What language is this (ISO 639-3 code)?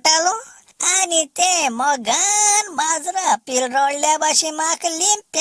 kok